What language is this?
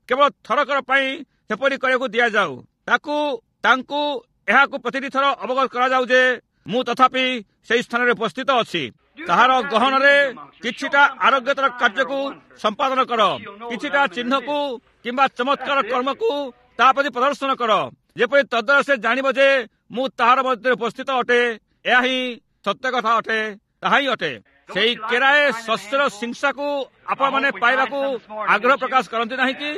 Odia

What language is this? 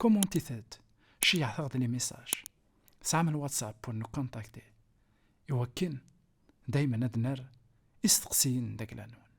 Kabyle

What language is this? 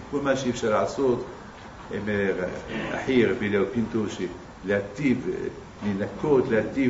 Hebrew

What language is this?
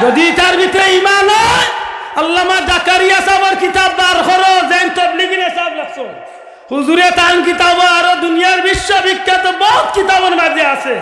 Sylheti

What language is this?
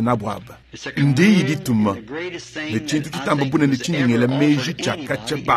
Luba-Lulua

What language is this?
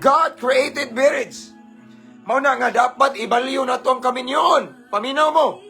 Cebuano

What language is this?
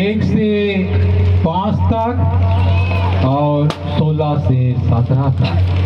Sadri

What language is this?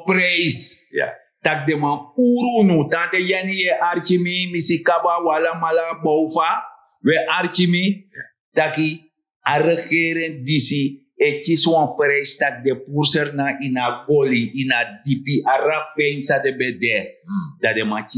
Sranan Tongo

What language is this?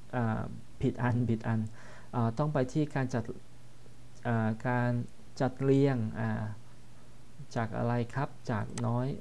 Thai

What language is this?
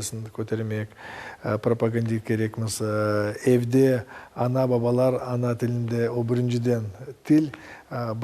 Crimean Tatar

